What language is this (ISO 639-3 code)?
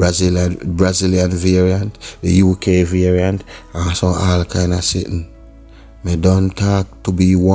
jam